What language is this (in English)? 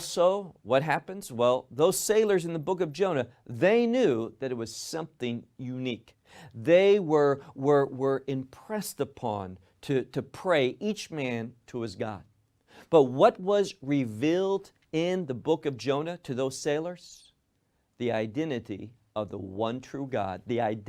English